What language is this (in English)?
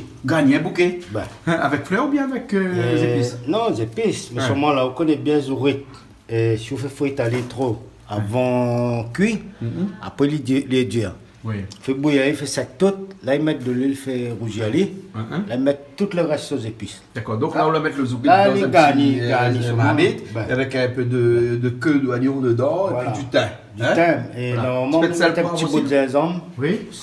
Réunion Creole French